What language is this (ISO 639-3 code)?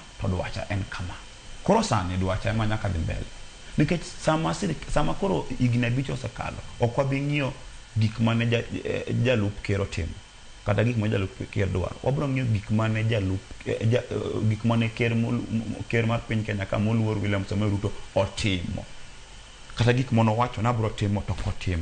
luo